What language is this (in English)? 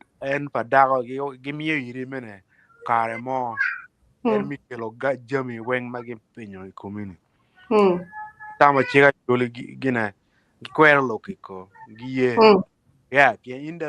Acoli